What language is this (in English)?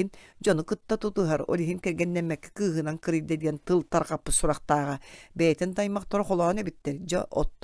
Yakut